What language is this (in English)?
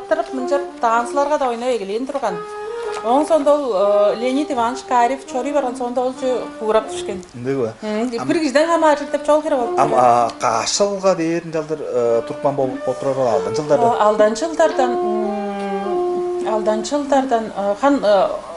Tuvinian